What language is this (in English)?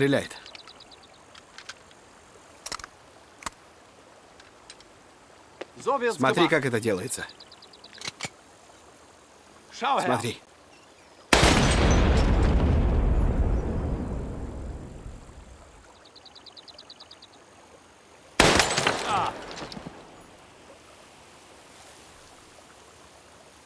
Russian